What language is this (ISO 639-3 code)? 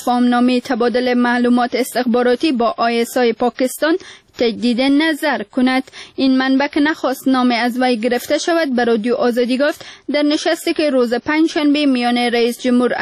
fas